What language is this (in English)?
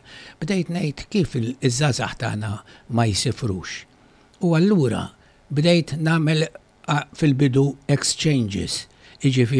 Maltese